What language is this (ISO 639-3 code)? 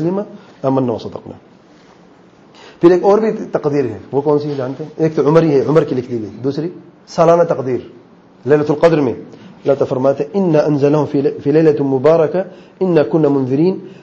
urd